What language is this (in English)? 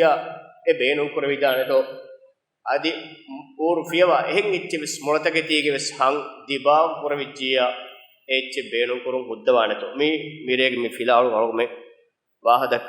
Divehi